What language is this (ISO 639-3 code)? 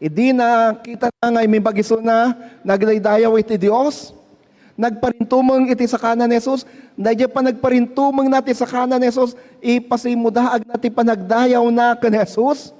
ilo